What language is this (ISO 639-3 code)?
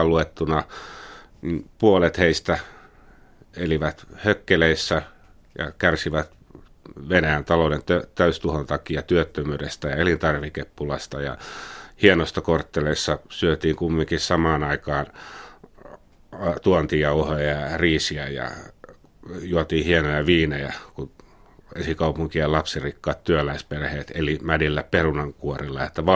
fin